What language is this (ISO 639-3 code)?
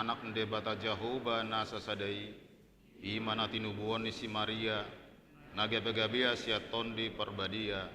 bbc